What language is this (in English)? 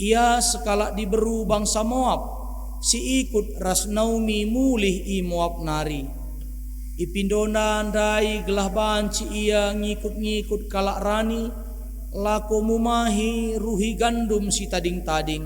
Batak Karo